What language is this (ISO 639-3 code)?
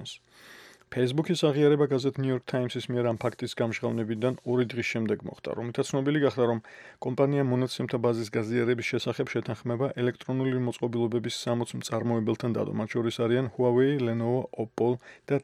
kat